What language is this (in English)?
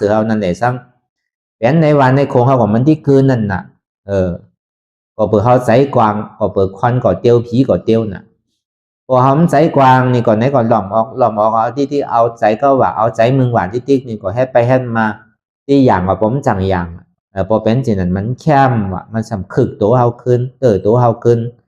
Shan